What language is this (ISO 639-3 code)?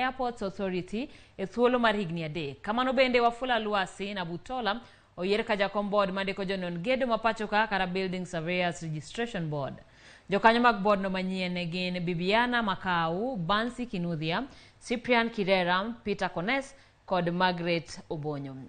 luo